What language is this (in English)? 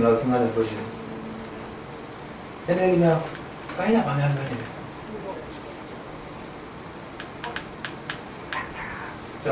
Burmese